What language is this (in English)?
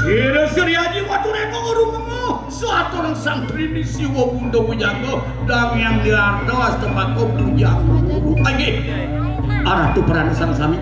Balinese